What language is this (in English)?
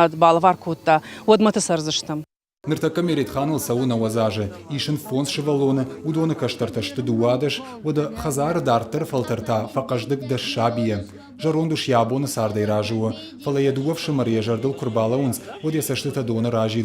Ossetic